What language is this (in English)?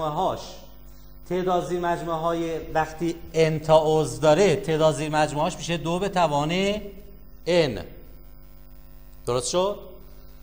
Persian